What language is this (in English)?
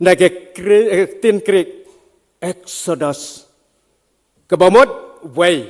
Khasi